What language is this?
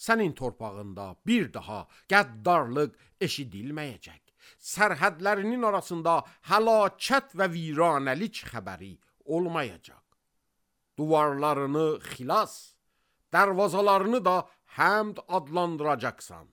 Azerbaijani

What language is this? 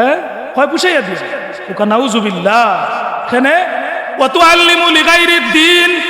Sylheti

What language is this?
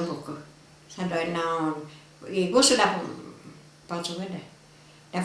Sardinian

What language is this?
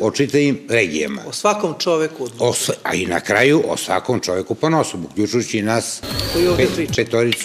Serbian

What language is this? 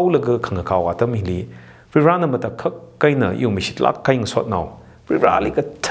Tangkhul Naga (India)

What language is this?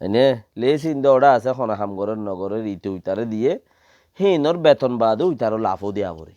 Rohingya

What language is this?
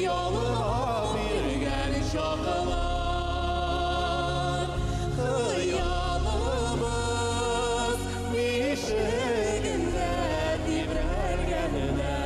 Bashkir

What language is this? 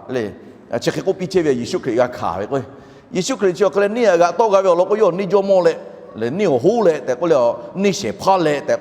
Lahu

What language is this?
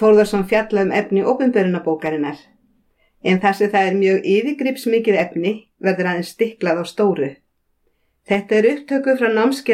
Icelandic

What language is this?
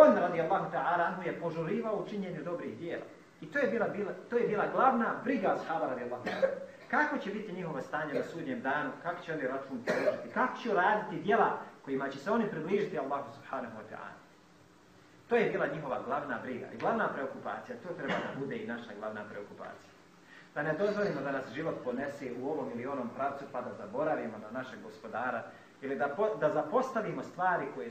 Bosnian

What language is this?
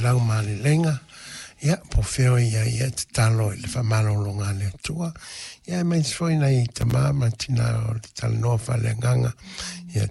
Samoan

